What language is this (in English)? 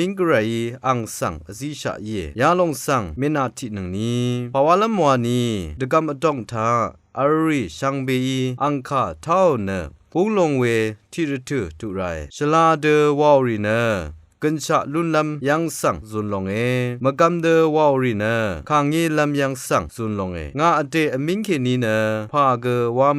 Rawang